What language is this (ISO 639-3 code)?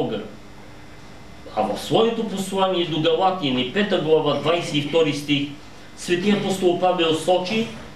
bul